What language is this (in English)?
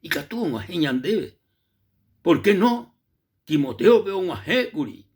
Guarani